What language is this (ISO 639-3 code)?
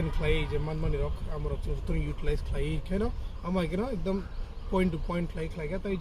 trp